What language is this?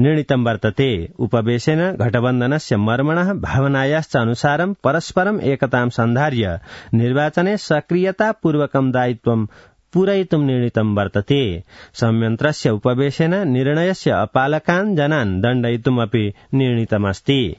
Sanskrit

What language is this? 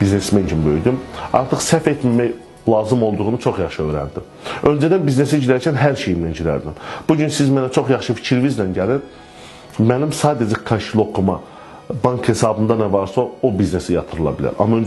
Azerbaijani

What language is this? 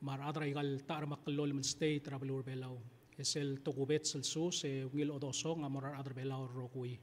Palauan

